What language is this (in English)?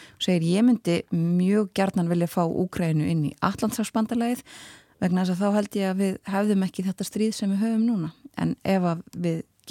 Icelandic